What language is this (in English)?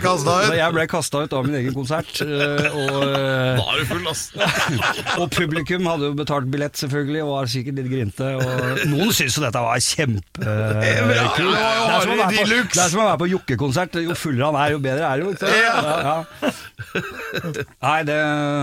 Norwegian